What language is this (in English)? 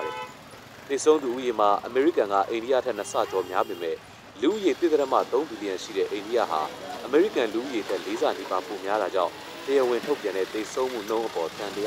Burmese